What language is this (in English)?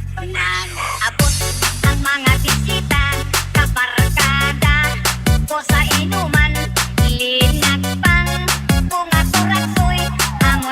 Hiligaynon